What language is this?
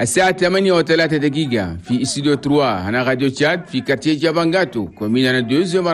Chadian Arabic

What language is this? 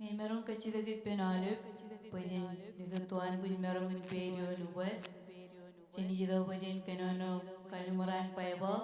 Marshallese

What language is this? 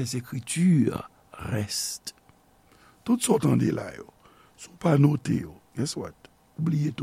Haitian Creole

